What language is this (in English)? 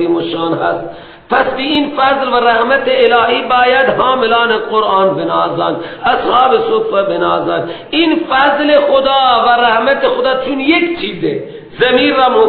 Persian